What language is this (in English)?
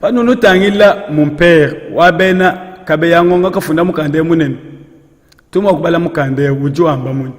Luba-Lulua